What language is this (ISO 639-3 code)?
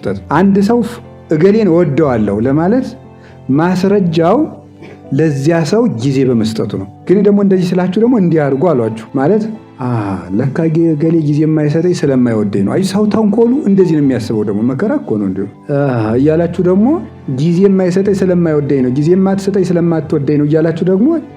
amh